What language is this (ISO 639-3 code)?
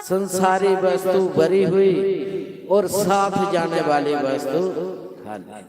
doi